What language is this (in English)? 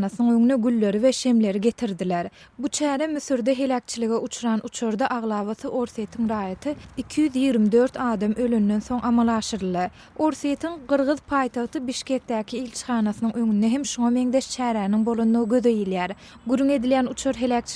Turkmen